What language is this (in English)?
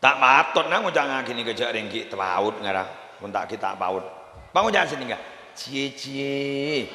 Madurese